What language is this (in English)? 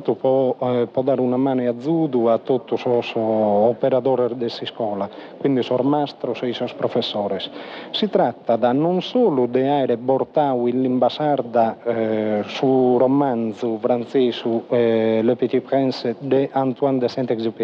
Sardinian